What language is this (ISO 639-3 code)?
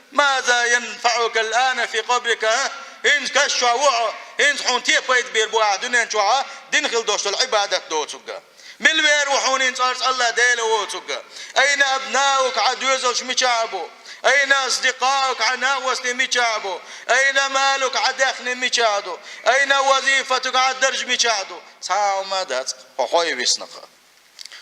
che